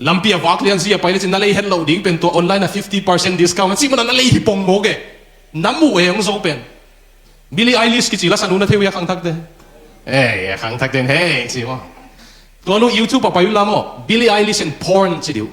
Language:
Tedim Chin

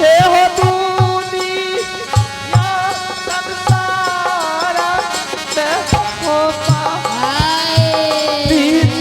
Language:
Angika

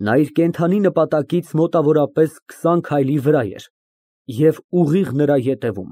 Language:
Armenian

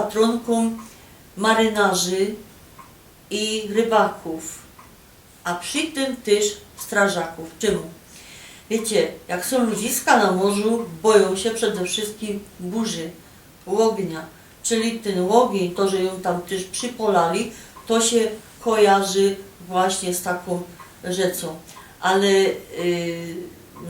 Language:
Silesian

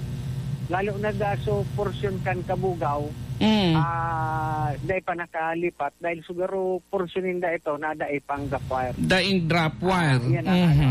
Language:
Bikol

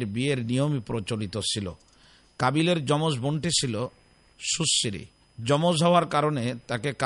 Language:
Bangla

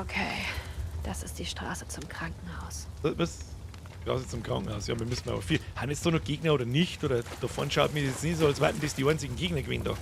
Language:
Bavarian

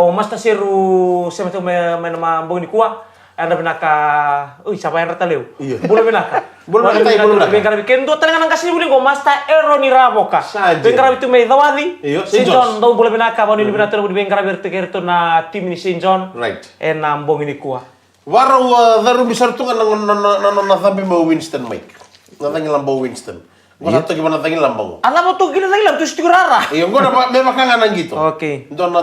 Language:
Fijian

